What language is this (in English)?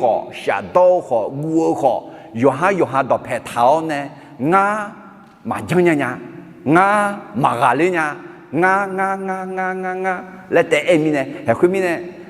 Akha